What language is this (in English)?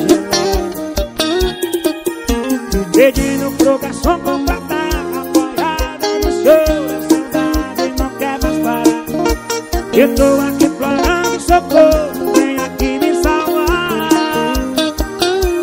Portuguese